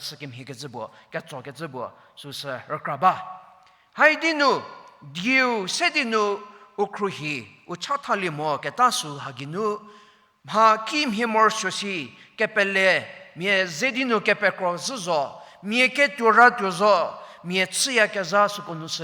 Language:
Angami Naga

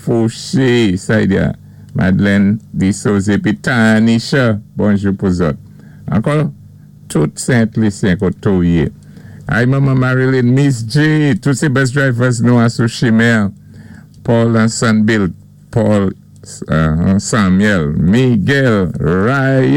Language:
Saint Lucian Creole French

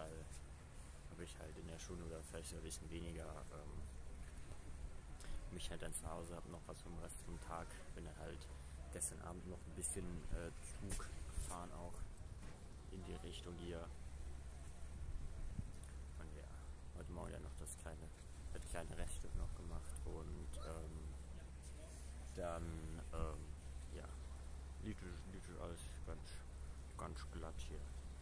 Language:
German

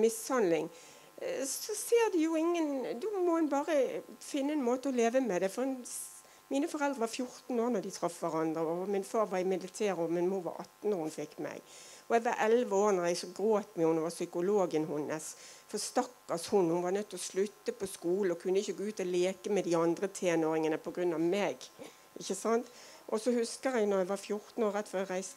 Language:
Norwegian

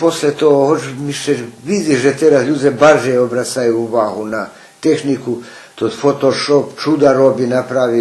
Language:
Rusyn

